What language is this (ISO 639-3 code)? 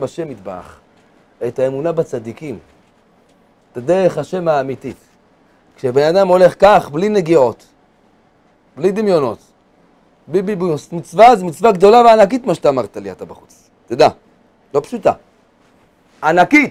heb